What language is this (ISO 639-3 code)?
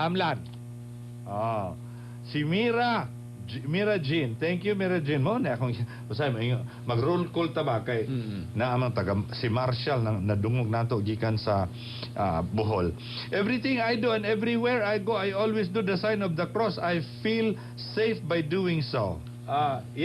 ceb